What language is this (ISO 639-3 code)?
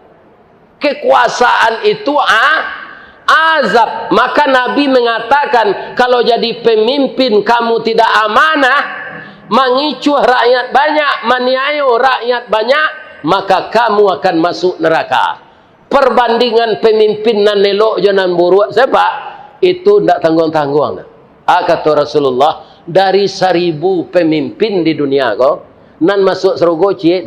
min